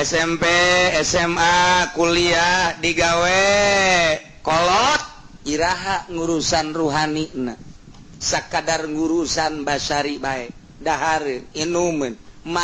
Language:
Sundanese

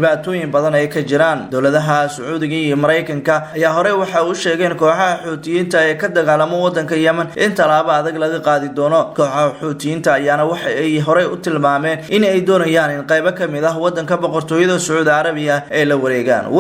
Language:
Somali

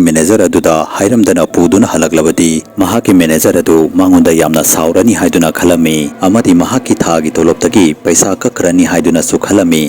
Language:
Manipuri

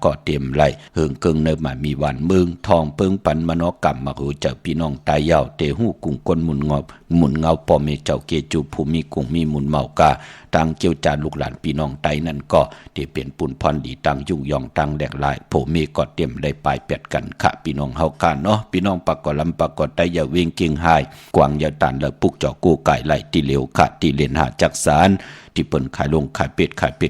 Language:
Shan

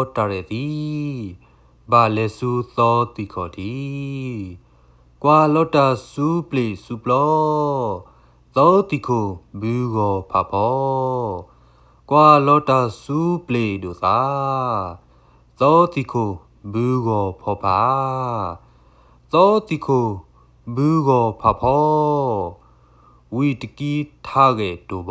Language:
S'gaw Karen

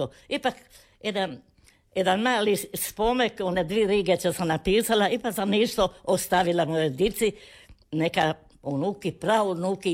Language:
Croatian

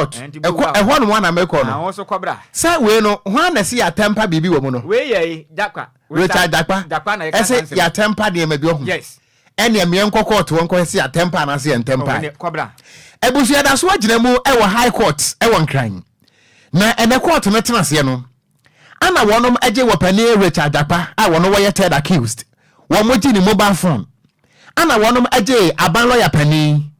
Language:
Akan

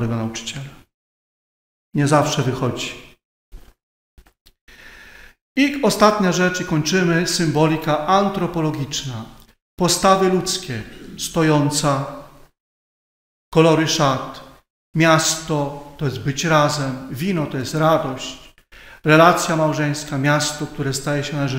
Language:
Polish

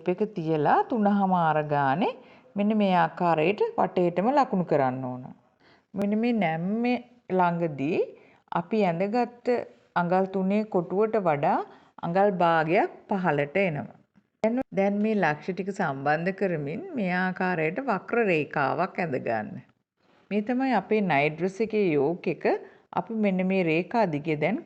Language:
Sinhala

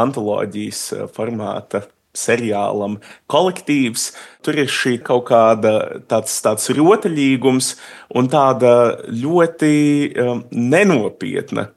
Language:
Latvian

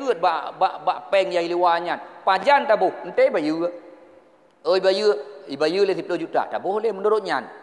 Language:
Achinese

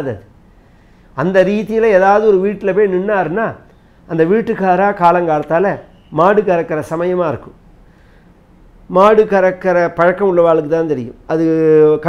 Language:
Tamil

